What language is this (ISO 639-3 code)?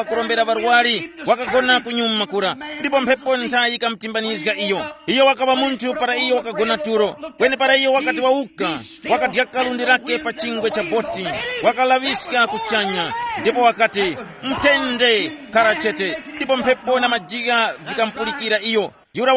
tum